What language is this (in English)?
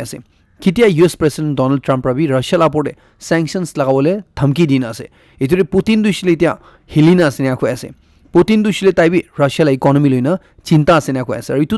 Naga Pidgin